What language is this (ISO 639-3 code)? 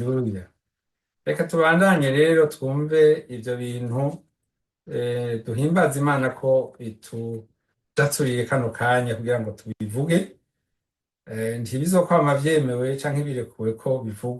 run